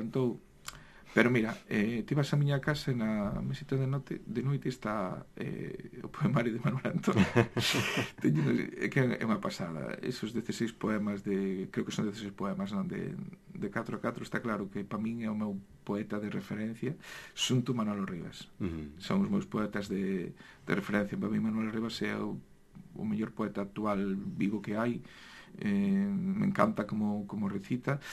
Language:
Galician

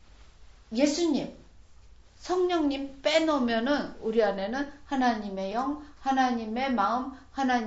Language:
Korean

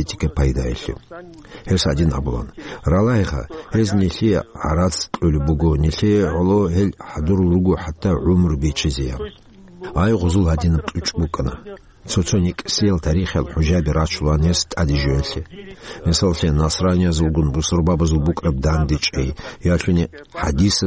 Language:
Avaric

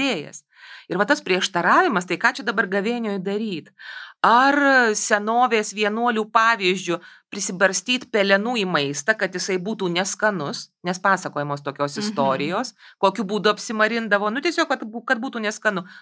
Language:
Lithuanian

